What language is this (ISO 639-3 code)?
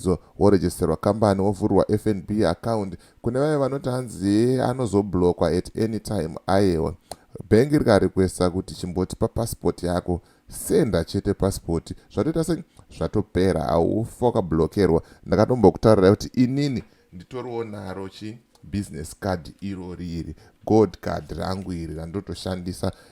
sna